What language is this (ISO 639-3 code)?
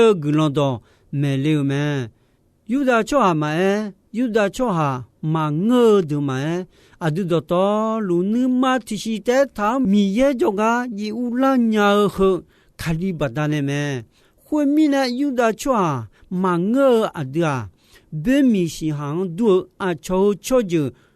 ahk